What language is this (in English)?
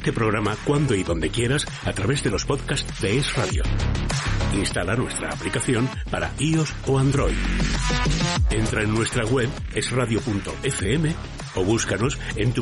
Spanish